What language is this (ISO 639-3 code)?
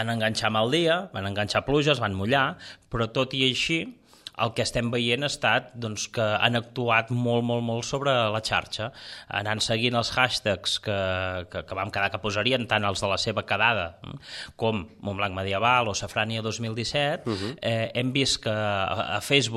cat